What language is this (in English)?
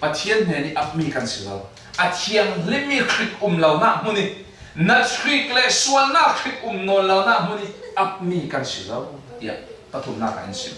Falam Chin